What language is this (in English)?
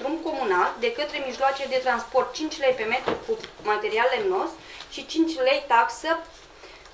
Romanian